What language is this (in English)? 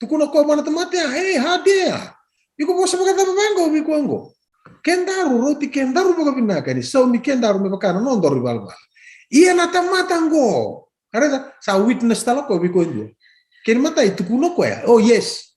Fijian